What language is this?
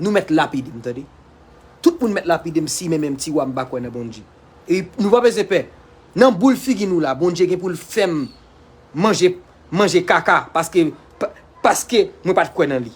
Haitian Creole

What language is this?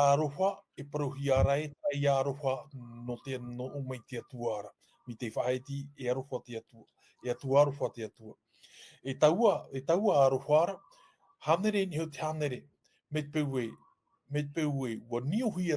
Tahitian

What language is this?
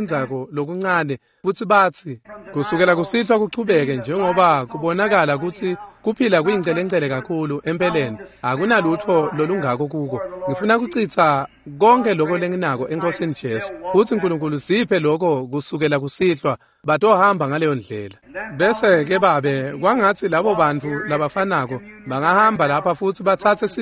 Swati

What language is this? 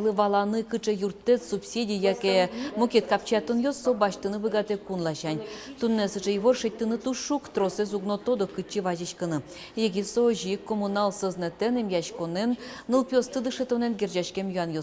Udmurt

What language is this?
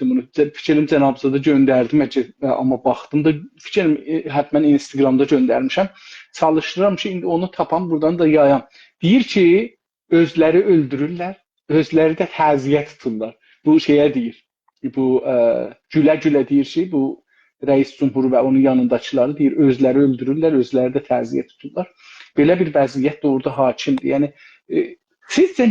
South Azerbaijani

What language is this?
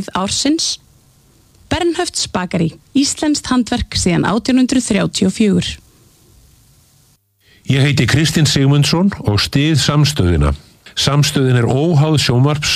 Icelandic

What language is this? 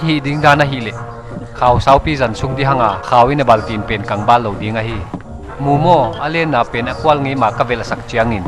Paite Chin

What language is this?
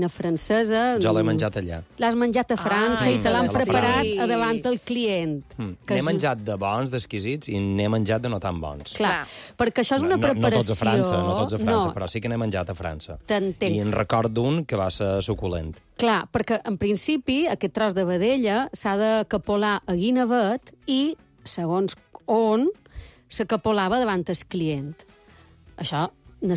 Catalan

